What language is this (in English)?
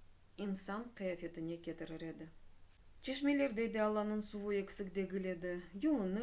Crimean Tatar